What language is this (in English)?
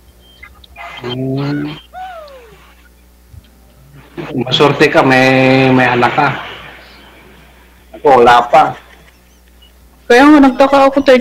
Filipino